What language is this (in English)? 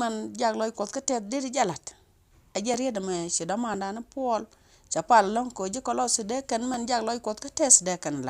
Nuer